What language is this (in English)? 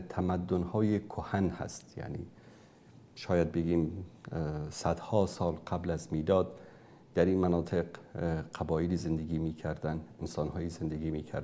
Persian